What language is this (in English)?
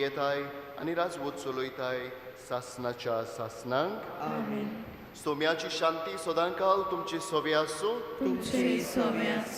Konkani